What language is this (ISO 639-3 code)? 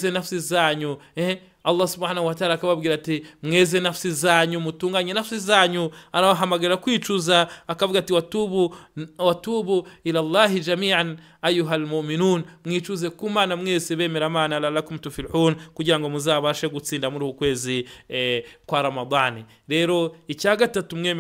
kin